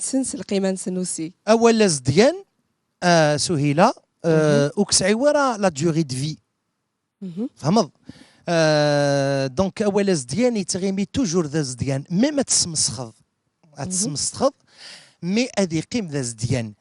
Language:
Kabyle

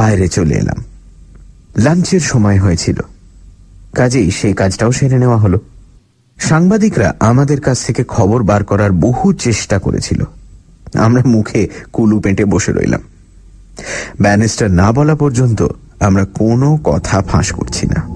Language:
Bangla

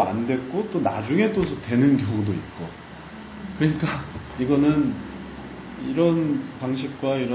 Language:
Korean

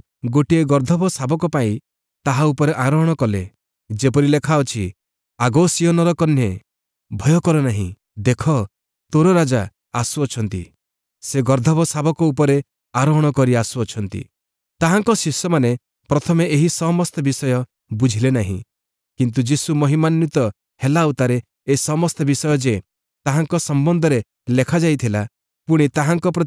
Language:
Odia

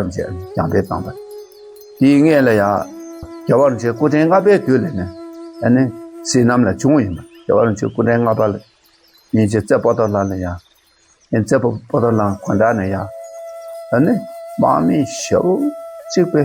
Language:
Tibetan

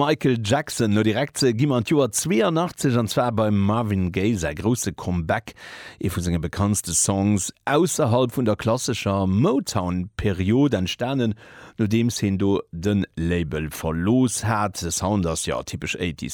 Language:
Luxembourgish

